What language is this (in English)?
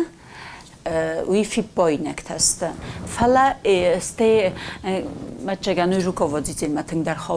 Ossetic